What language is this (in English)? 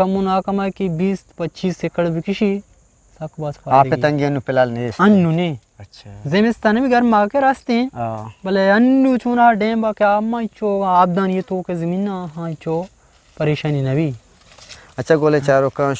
Eastern Balochi